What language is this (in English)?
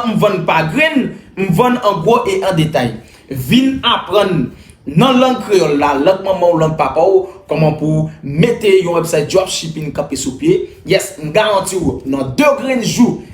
Haitian Creole